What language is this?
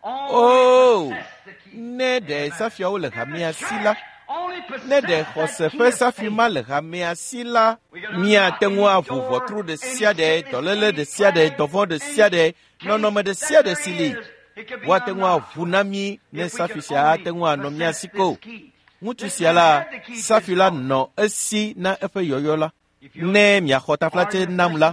Ewe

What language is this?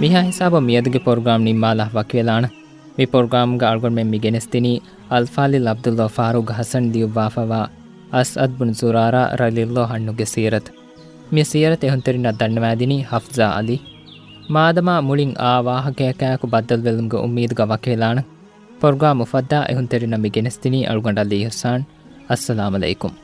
Divehi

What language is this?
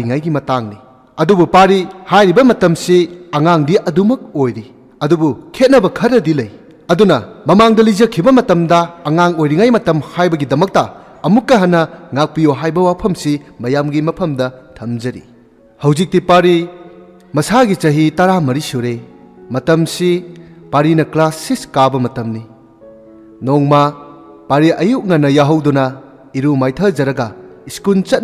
Manipuri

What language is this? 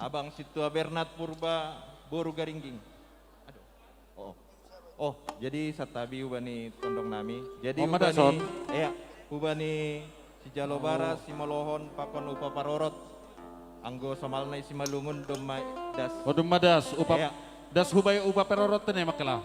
Batak Simalungun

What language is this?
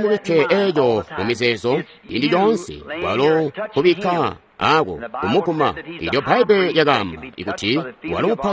Tonga (Zambia)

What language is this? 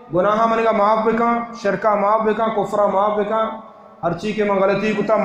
Baluchi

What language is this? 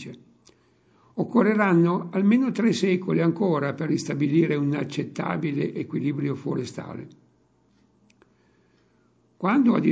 Italian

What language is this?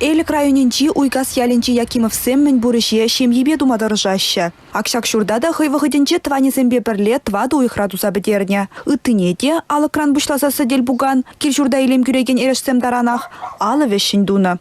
Chuvash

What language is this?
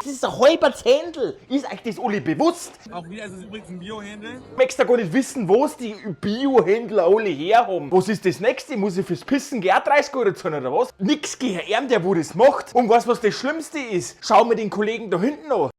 Bavarian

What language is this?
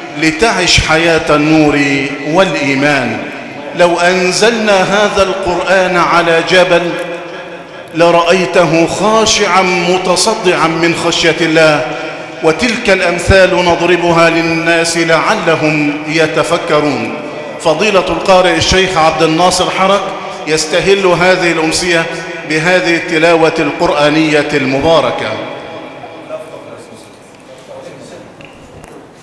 Arabic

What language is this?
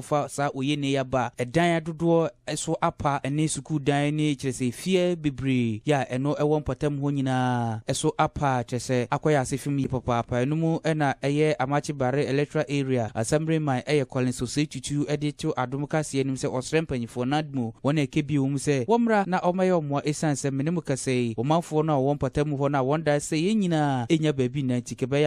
Akan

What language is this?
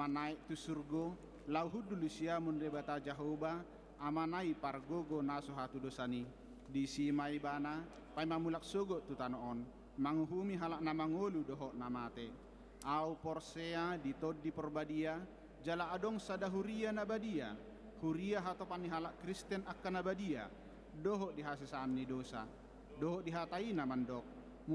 Batak Toba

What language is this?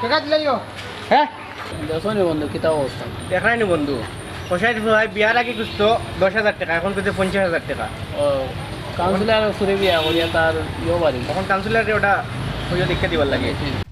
Sylheti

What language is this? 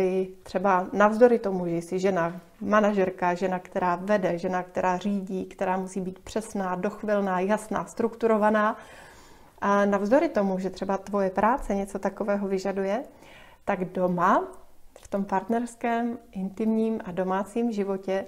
Czech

